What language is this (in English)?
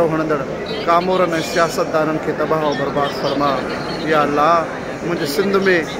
Sindhi